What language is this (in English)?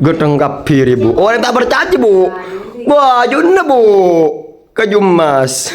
Madurese